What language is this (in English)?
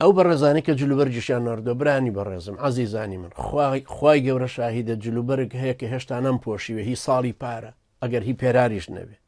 Central Kurdish